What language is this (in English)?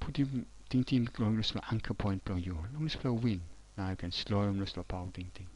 Tok Pisin